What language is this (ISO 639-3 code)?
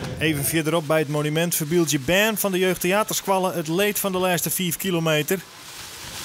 fry